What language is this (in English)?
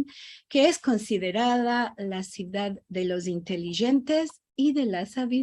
Ladino